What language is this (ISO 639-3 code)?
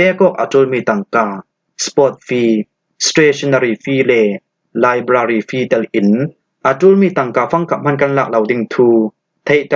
cfm